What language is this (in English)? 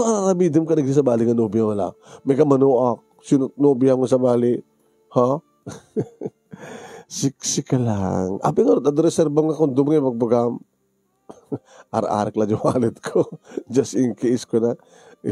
Iloko